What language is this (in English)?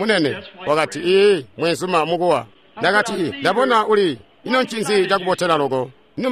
Tonga (Zambia)